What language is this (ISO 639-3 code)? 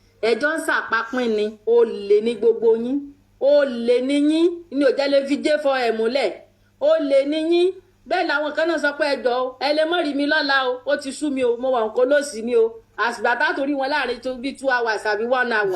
yor